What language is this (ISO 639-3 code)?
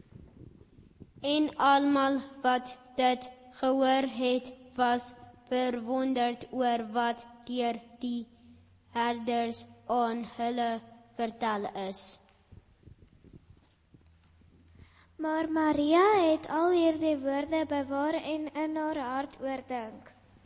afr